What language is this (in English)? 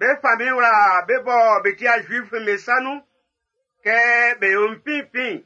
Baoulé